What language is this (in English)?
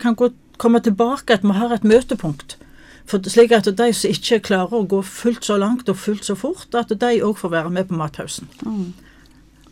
Norwegian